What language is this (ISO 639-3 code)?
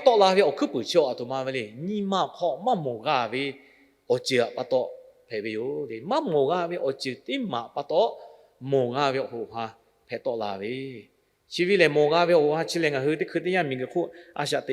lhu